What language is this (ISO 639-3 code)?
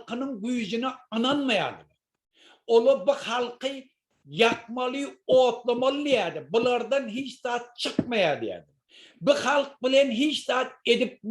tuk